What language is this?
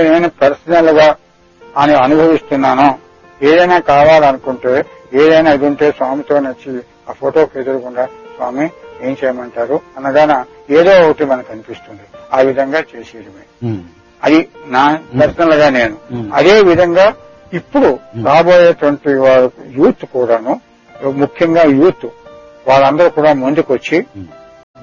Telugu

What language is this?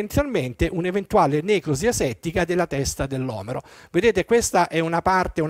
Italian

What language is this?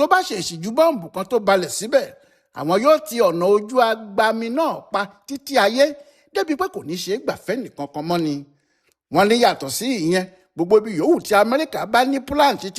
Yoruba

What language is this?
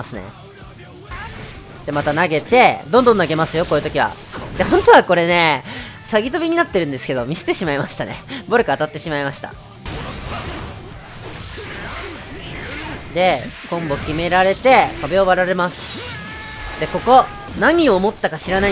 Japanese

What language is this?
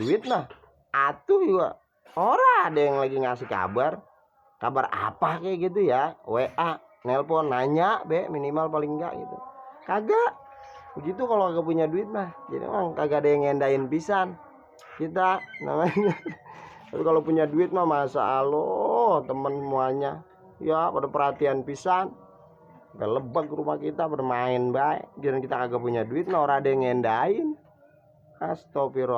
Betawi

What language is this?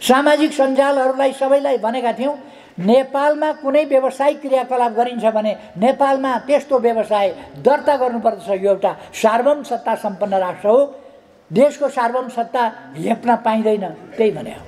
Nepali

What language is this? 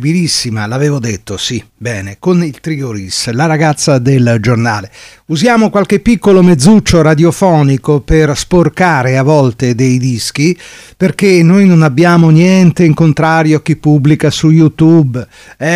Italian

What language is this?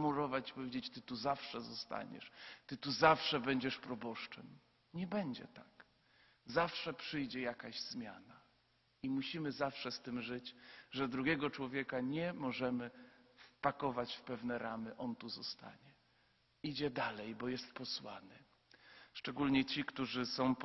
Polish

